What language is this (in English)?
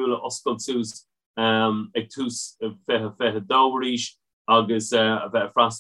Irish